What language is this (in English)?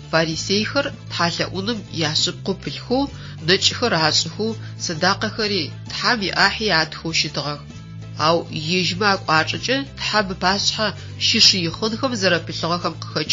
Adyghe